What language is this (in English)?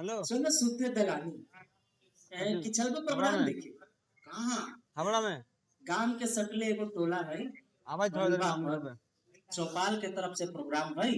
Magahi